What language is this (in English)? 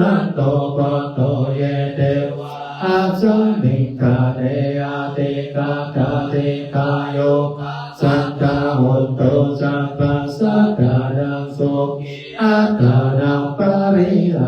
Pali